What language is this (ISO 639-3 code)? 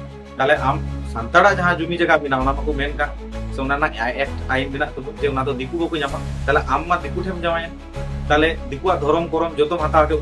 sat